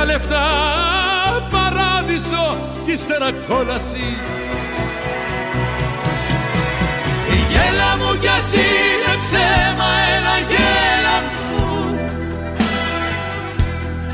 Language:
Greek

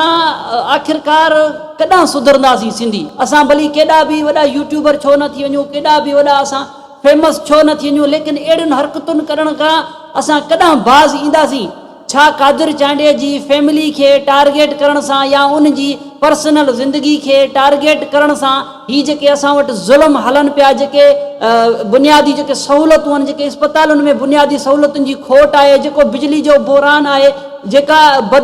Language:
Sindhi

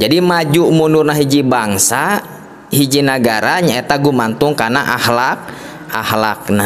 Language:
Sundanese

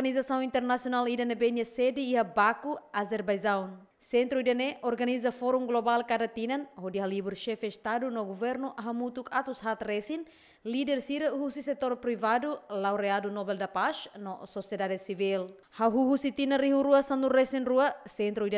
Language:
Tetum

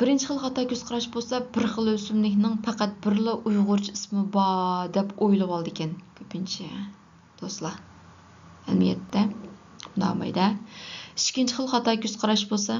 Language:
Uyghur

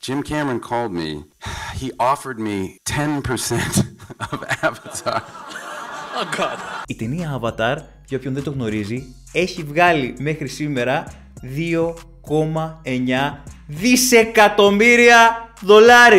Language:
Greek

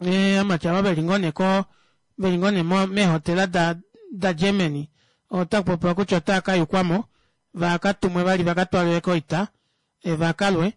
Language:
Kuanyama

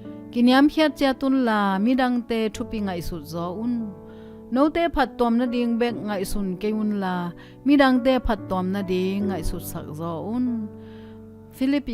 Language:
Tedim Chin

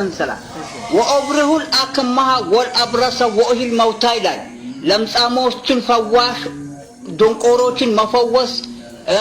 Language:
Amharic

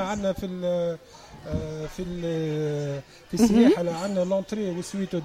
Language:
Tunisian Arabic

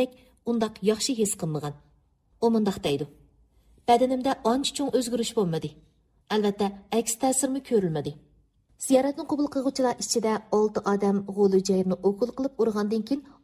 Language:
Uyghur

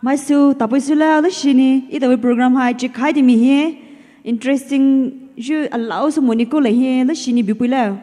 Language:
Poumei Naga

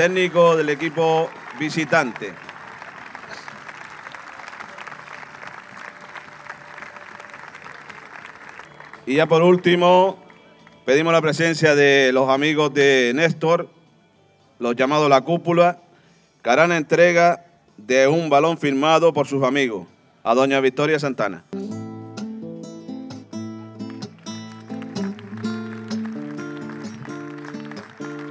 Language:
Spanish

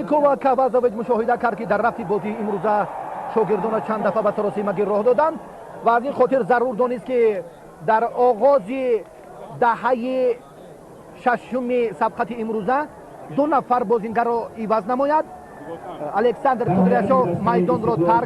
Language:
Tajik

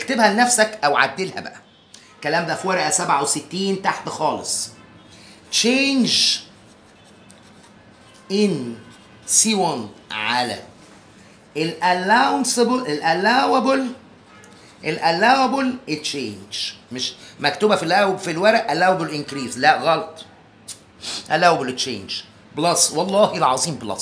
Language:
Egyptian Arabic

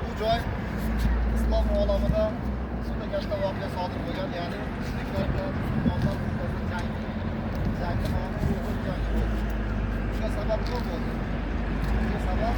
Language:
Uzbek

